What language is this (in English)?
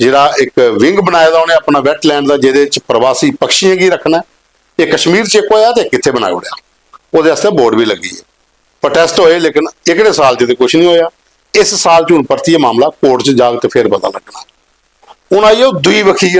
Dogri